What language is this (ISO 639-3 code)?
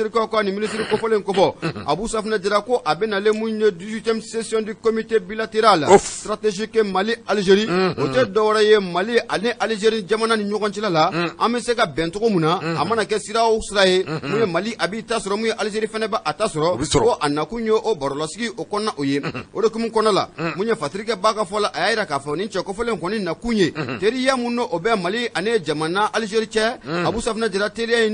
bam